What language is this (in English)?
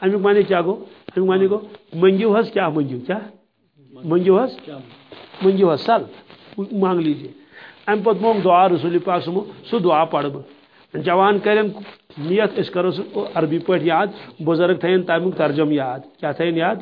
Kashmiri